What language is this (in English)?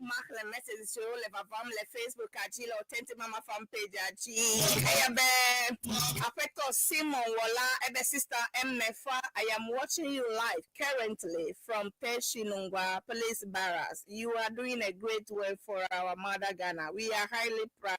Ewe